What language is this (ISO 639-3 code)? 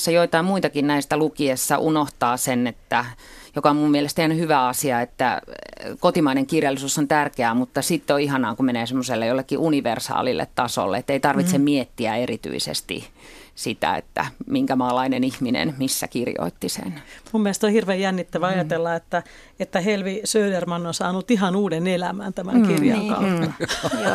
fin